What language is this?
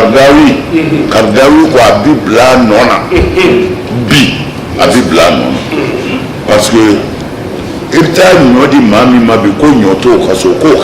Bambara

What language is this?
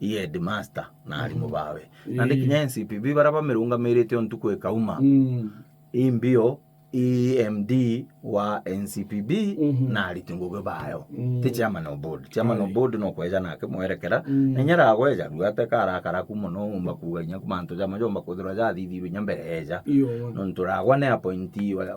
Meru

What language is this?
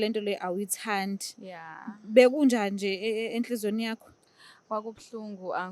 Zulu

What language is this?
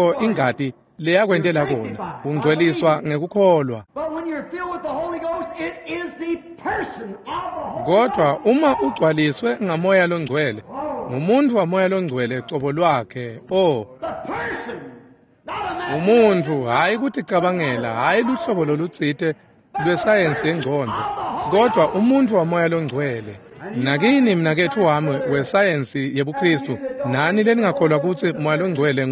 Swati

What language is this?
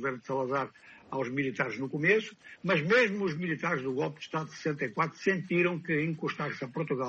Portuguese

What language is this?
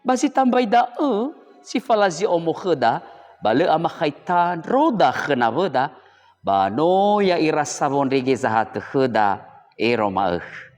Nias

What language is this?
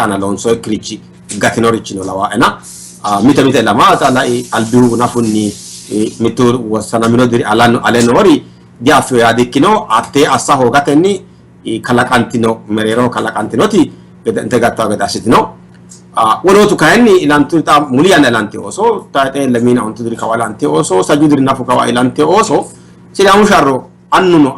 Sidamo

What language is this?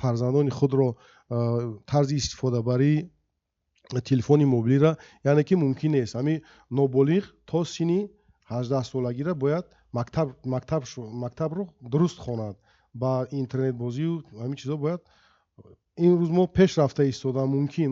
Tajik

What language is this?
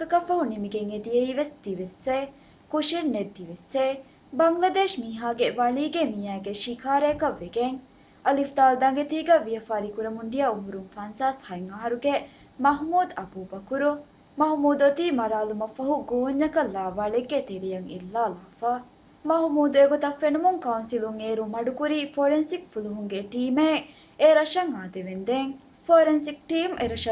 Divehi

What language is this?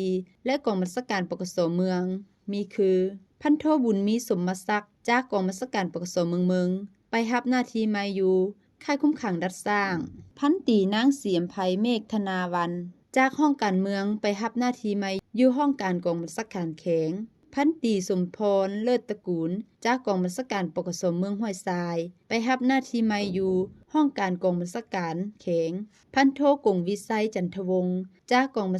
Lao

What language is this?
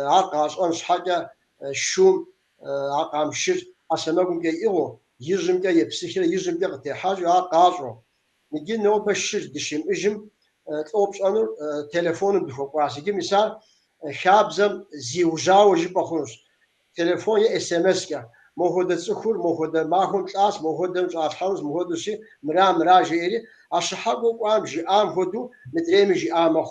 Kabardian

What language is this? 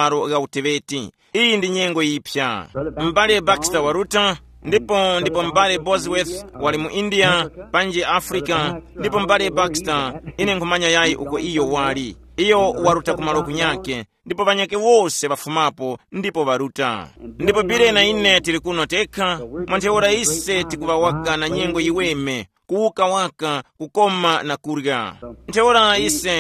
Tumbuka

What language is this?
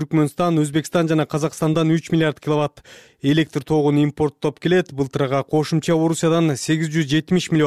Kyrgyz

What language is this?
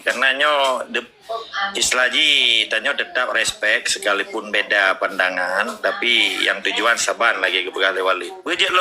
Achinese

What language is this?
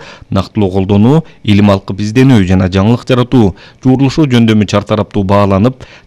Kyrgyz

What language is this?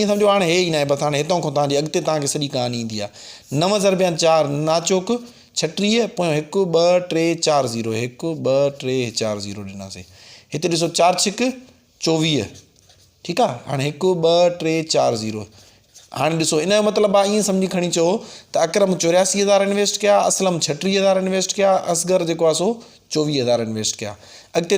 Sindhi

